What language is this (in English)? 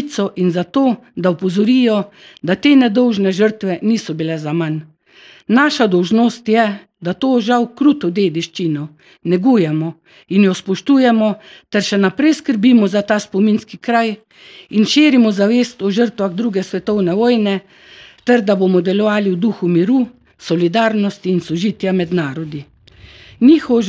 Slovenian